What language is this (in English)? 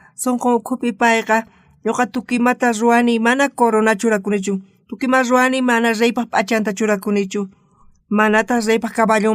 South Bolivian Quechua